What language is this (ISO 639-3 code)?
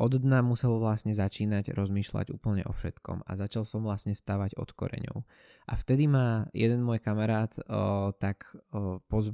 slk